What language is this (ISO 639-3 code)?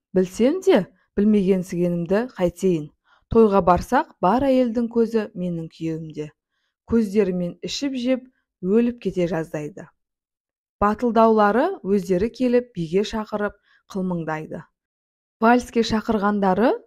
kaz